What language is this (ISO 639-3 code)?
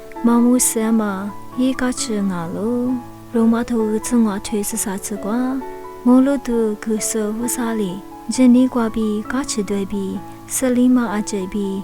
lis